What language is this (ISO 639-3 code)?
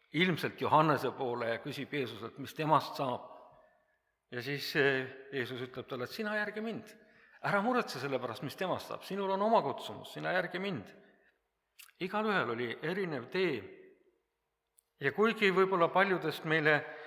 est